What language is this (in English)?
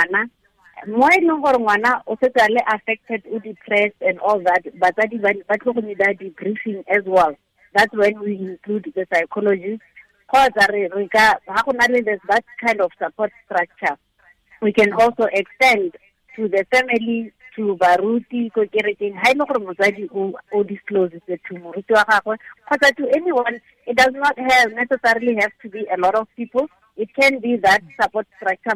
Tswana